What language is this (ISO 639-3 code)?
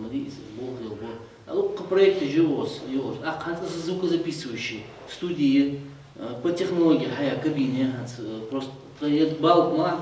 inh